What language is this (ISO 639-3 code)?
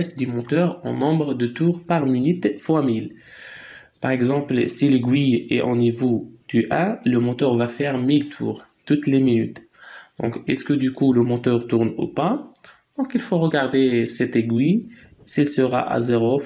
fra